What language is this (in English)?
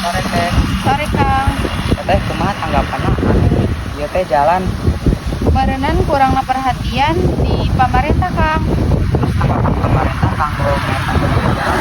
Sundanese